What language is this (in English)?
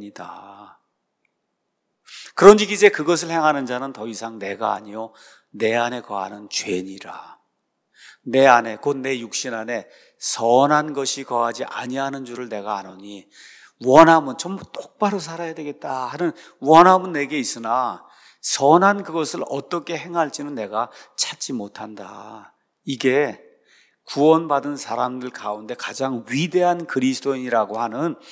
Korean